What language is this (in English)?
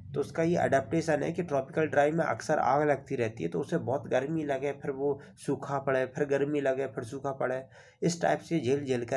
Hindi